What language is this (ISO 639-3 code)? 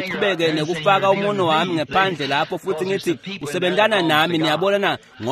ssw